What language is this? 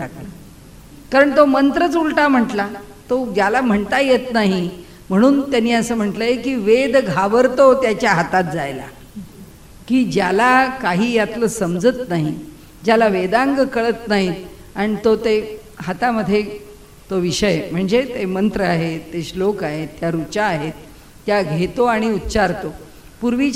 Marathi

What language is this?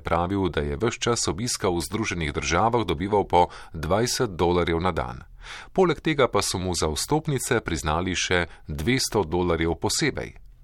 Slovenian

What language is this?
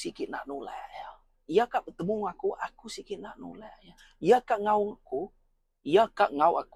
Iban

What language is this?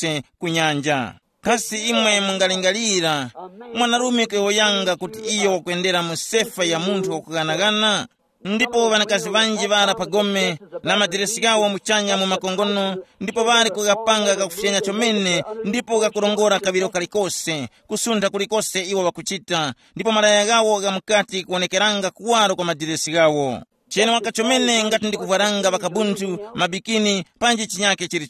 Tumbuka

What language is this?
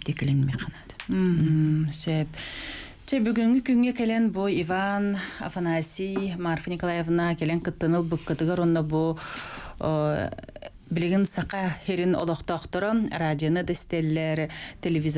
Yakut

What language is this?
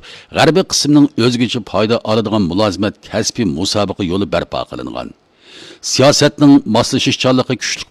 Uyghur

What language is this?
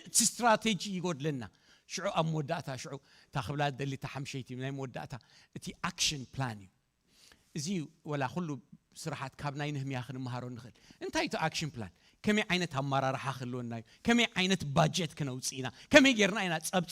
Tigrinya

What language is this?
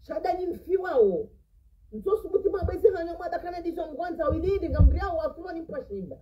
Ngazidja Comorian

